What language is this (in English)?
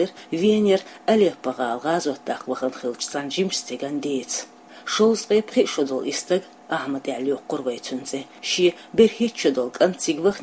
Chechen